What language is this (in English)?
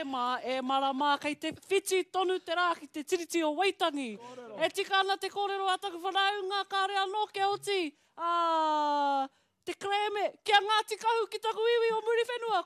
Māori